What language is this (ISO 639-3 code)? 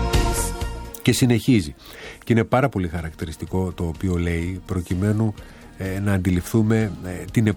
ell